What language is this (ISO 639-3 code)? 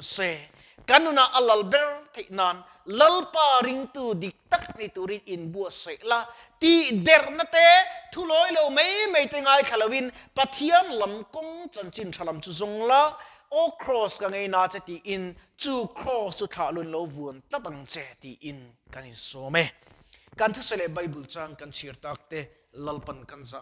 lus